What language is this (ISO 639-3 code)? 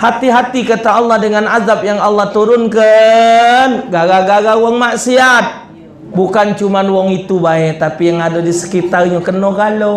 mui